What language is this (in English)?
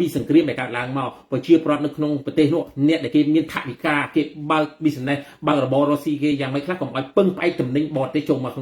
Khmer